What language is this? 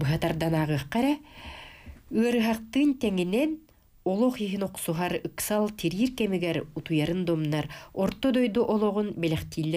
Yakut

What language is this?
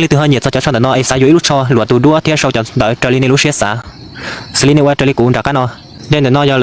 Hmong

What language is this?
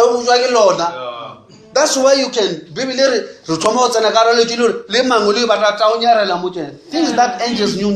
Northern Sotho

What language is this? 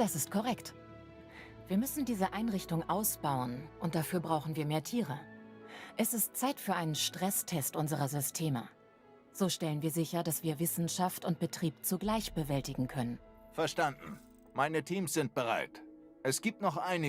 Bavarian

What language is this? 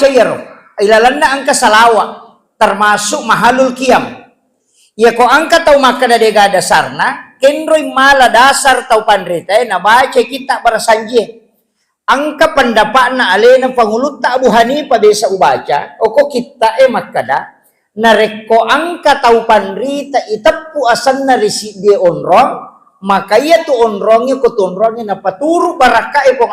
Buginese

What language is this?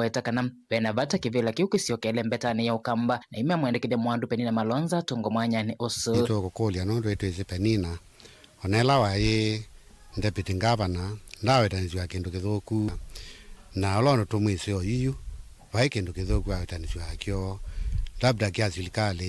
Kamba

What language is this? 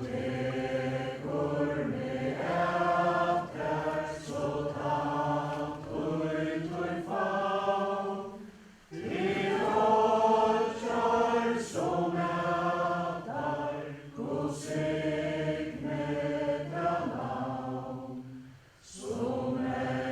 Faroese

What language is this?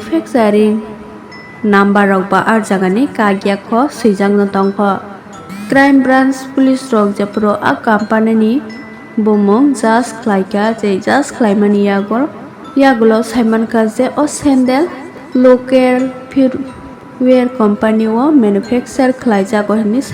Kok Borok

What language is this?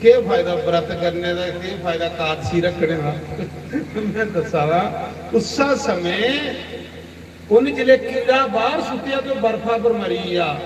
Dogri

